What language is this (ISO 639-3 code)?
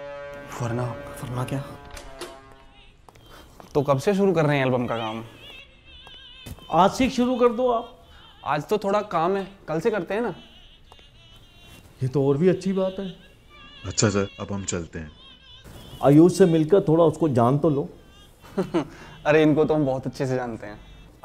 hin